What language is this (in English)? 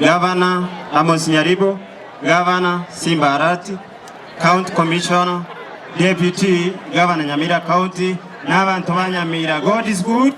Gusii